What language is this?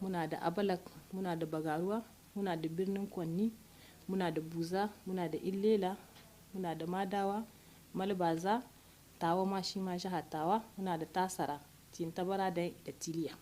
Hausa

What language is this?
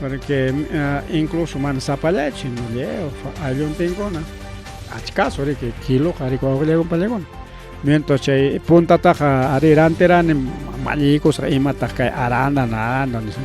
Ayacucho Quechua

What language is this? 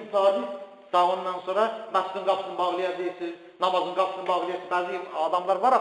Azerbaijani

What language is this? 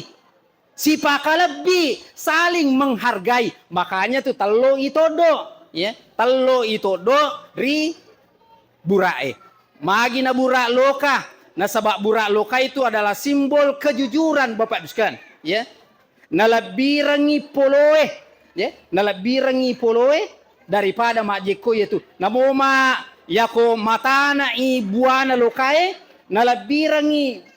Buginese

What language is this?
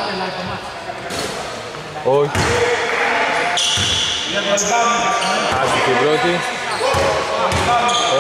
Greek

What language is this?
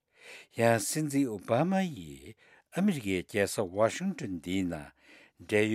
Tibetan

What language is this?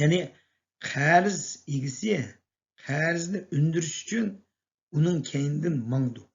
Uyghur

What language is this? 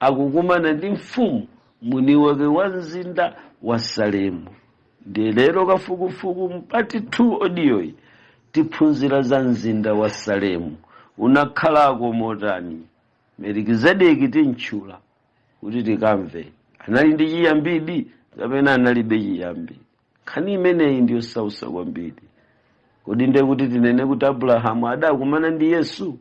Nyanja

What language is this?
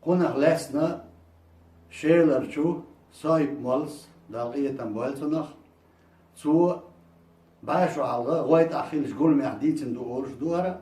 Chechen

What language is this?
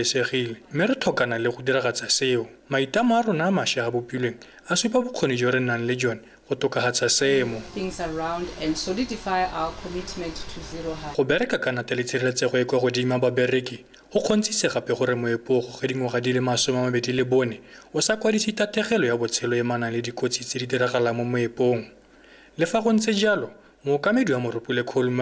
Tswana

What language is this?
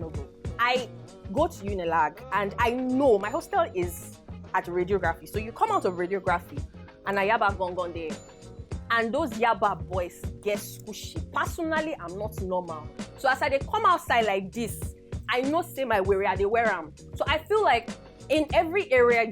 Nigerian Pidgin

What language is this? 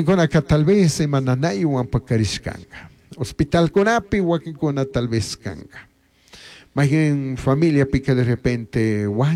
Chimborazo Highland Quichua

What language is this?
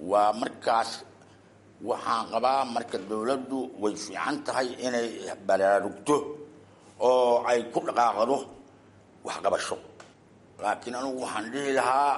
Somali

